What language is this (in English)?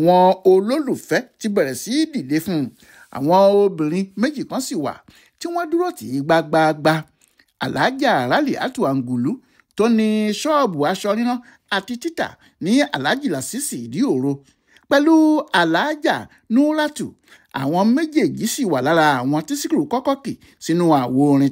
Yoruba